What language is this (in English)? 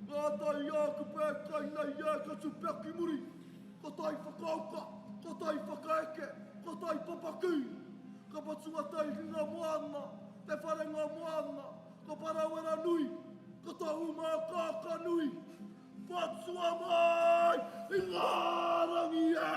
Māori